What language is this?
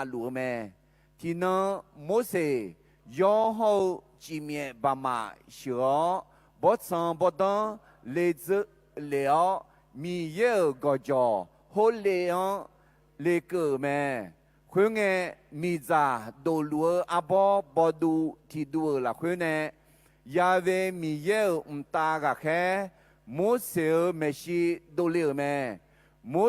Akha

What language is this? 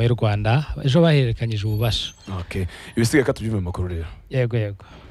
Kinyarwanda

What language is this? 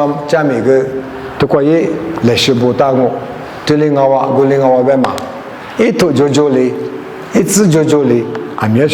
Lisu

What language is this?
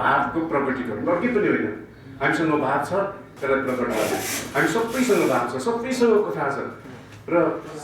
Nepali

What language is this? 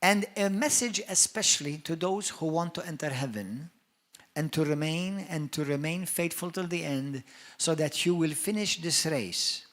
English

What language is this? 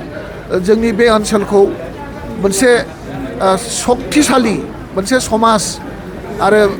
Bodo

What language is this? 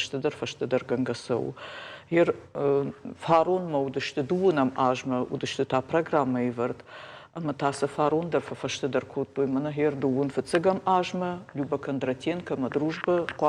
Ossetic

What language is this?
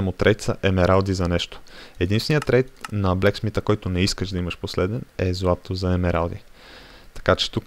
Bulgarian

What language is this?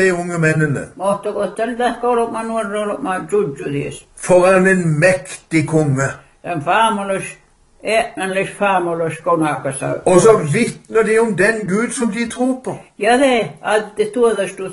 Norwegian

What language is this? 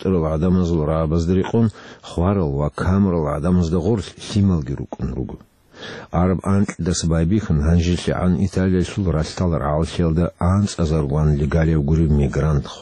Avaric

